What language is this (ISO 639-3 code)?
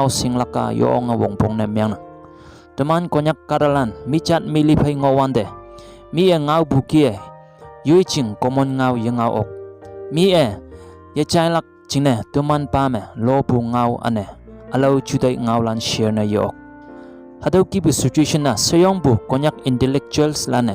nbe